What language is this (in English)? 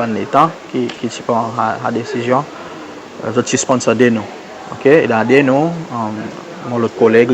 Seselwa Creole French